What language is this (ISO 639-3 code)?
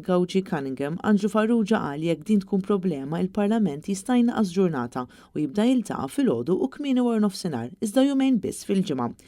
mlt